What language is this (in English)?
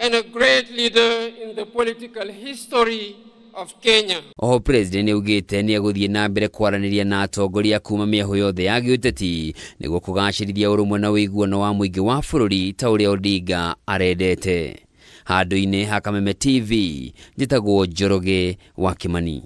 Kikuyu